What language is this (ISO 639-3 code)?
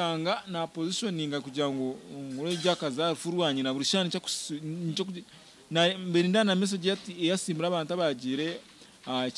nyn